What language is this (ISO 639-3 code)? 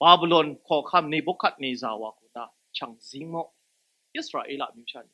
kac